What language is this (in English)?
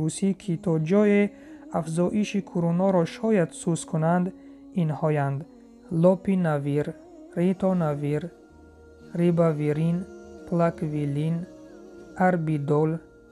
Tajik